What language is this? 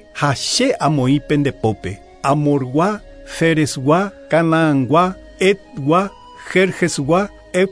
Guarani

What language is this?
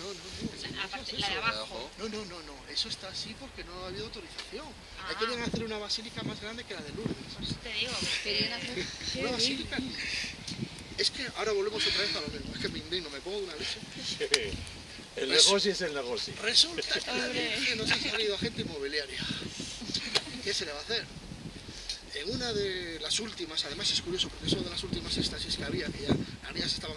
Spanish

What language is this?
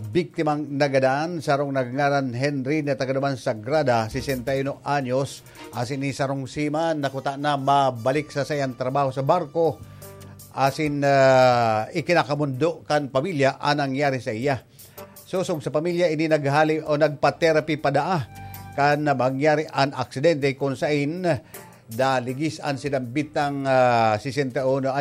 Bikol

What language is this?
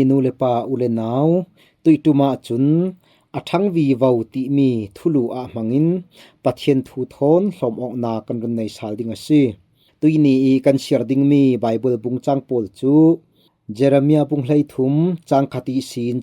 Falam Chin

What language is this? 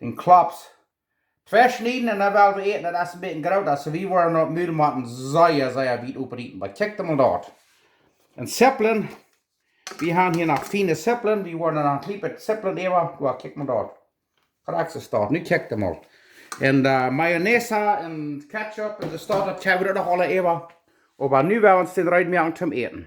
Plautdietsch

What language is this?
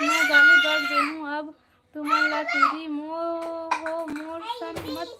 Chhattisgarhi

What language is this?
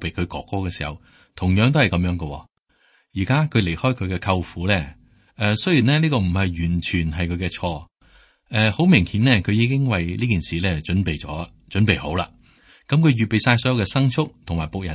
Cantonese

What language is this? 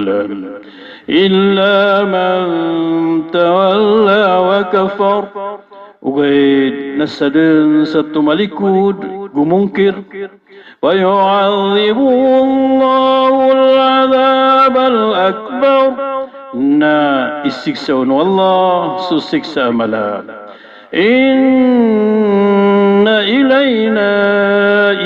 Maranao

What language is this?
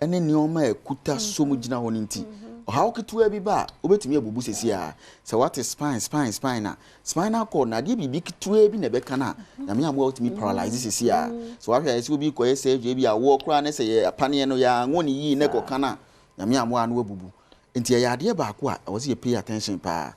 Akan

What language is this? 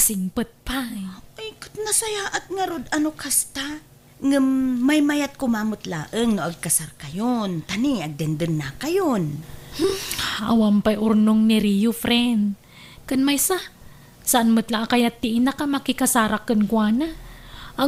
Iloko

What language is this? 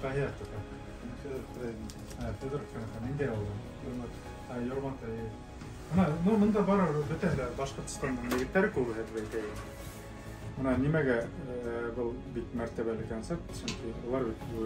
Bashkir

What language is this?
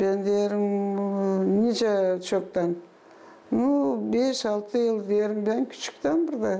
Gagauz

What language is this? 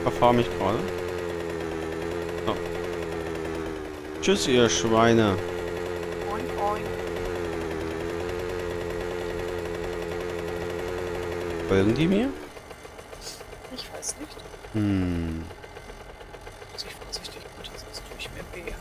German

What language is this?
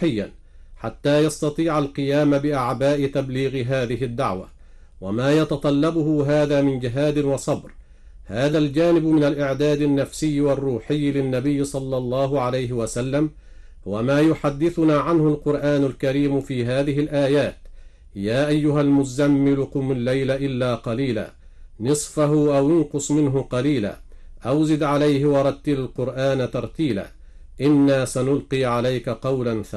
Arabic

